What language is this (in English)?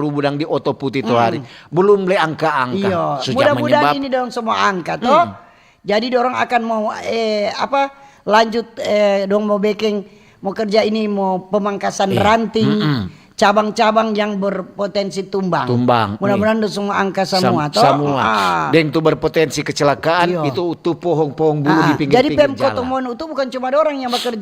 Manado Malay